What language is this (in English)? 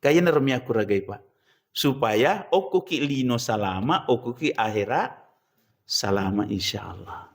Buginese